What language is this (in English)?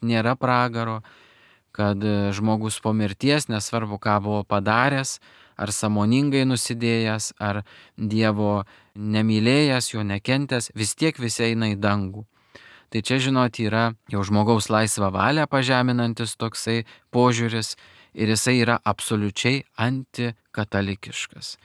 Lithuanian